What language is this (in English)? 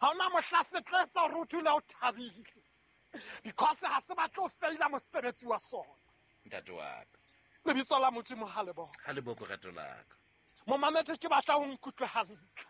Southern Sotho